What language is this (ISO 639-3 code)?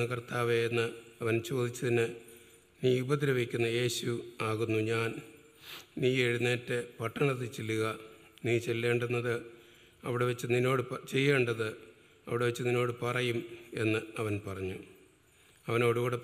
mal